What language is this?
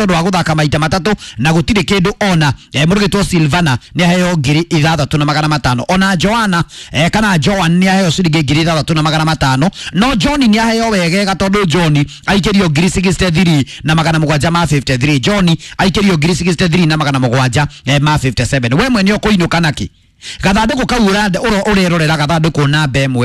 Kikuyu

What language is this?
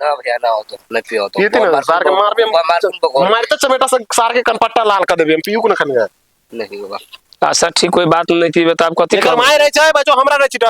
Maithili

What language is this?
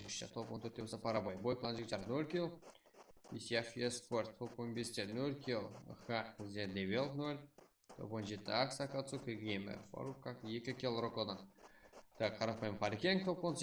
Kara-Kalpak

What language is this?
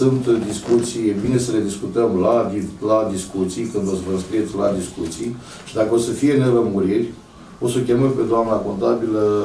Romanian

